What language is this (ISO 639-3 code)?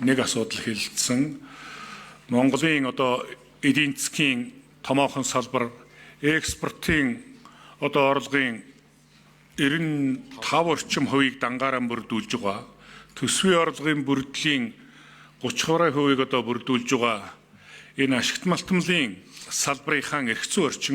mon